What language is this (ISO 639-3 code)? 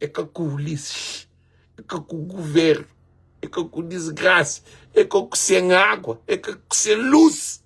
kea